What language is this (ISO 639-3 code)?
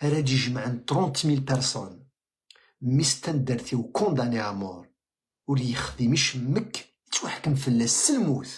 kab